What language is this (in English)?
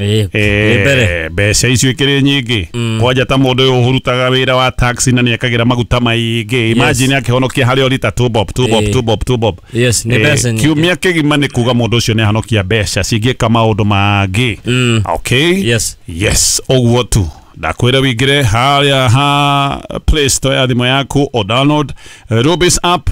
Kikuyu